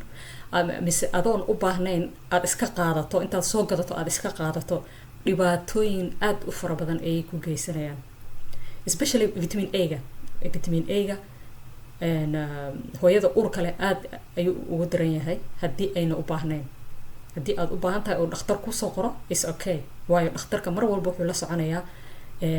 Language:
Somali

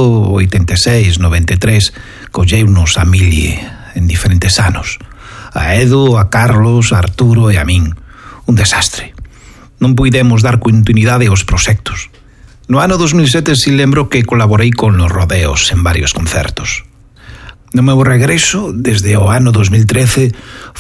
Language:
Galician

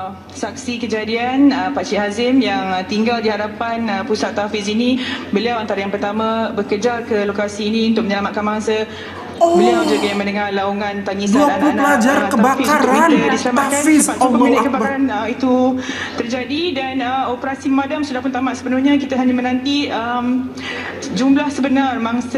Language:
Malay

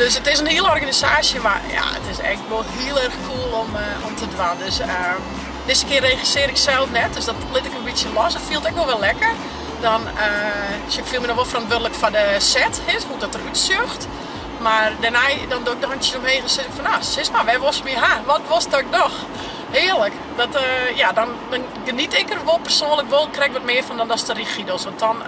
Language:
Western Frisian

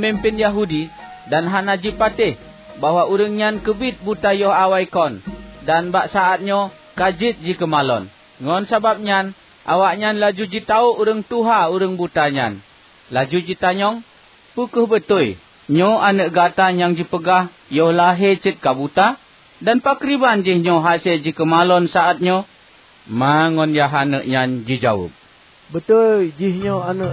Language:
Achinese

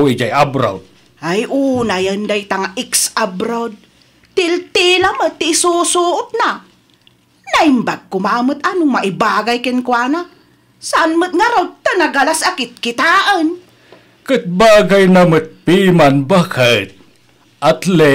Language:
Iloko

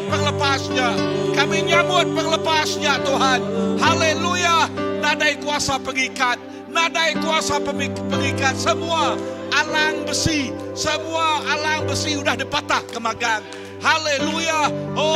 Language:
Iban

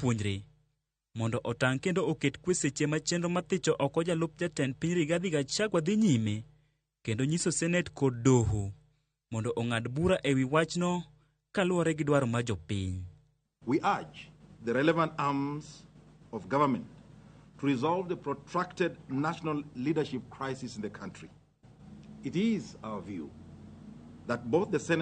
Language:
Luo (Kenya and Tanzania)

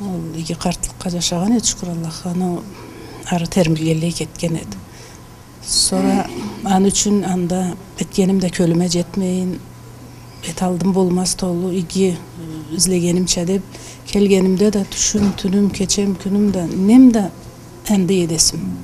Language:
Karachay-Balkar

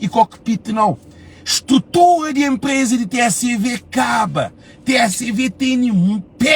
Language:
Kabuverdianu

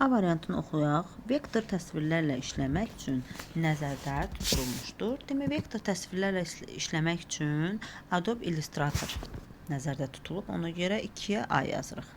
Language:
Azerbaijani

